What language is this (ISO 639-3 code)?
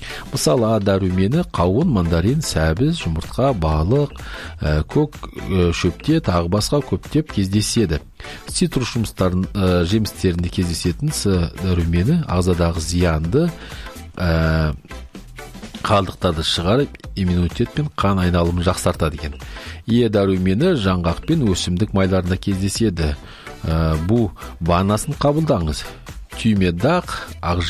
kaz